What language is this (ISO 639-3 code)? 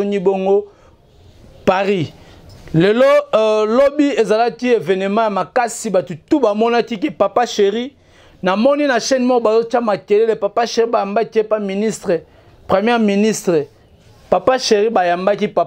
lin